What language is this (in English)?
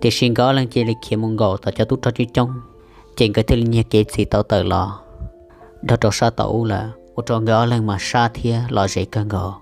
Hmong